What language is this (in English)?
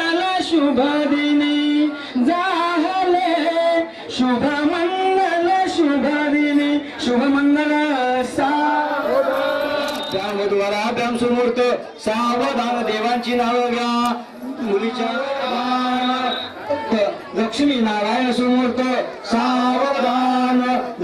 Marathi